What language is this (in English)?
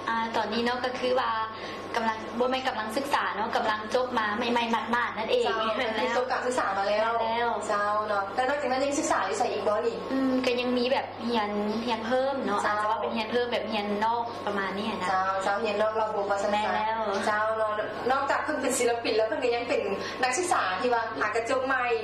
Lao